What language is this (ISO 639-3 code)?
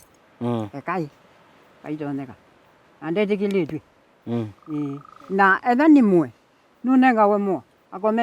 kam